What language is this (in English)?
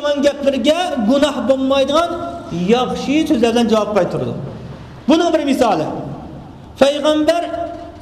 Uyghur